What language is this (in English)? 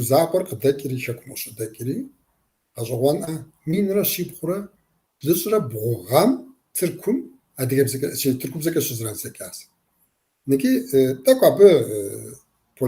Kabardian